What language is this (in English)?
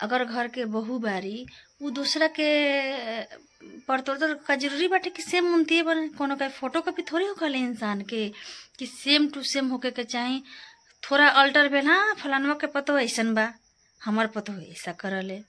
Bhojpuri